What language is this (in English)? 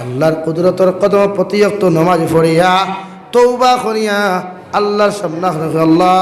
Sylheti